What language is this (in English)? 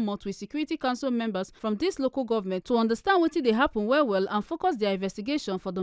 Nigerian Pidgin